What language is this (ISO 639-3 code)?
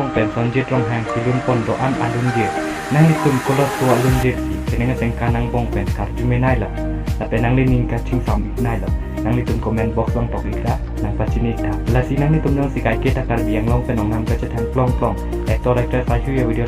mjw